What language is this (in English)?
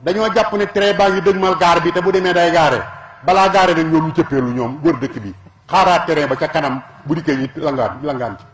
Wolof